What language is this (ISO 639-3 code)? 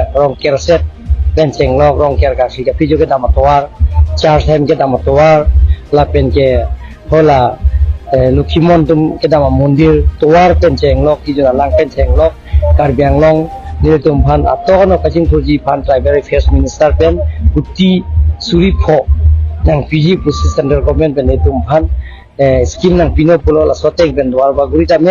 mjw